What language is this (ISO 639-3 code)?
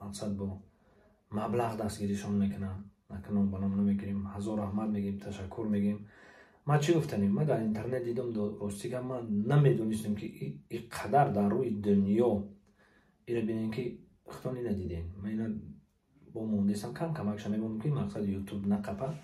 tgk